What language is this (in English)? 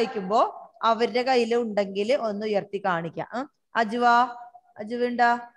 Malayalam